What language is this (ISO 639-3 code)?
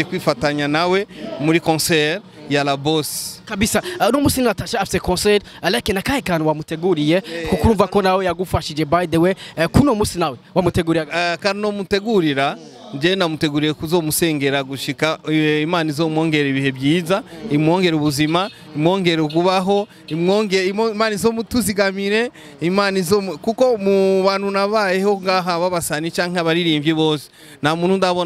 run